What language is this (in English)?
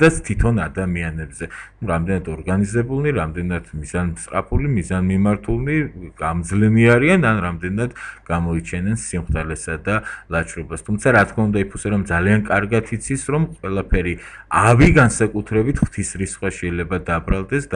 Georgian